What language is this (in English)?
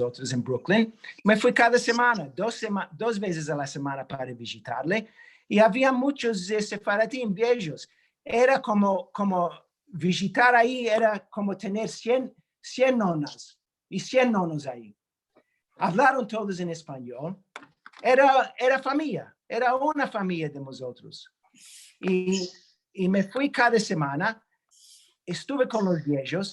Ladino